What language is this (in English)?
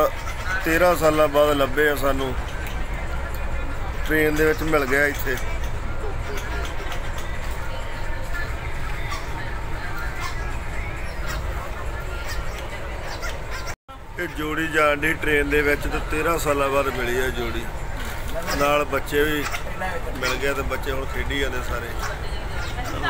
Punjabi